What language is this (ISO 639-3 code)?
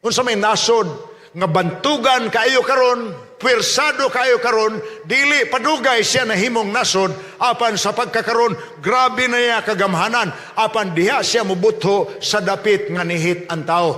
ceb